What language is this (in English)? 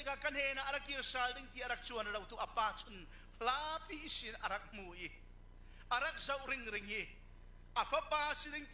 Falam Chin